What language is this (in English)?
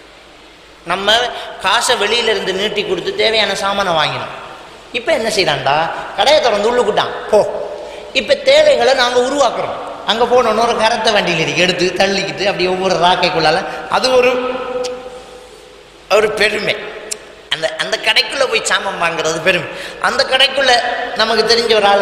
Tamil